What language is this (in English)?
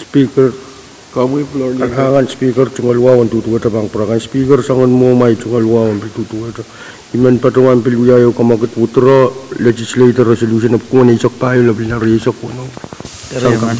Pohnpeian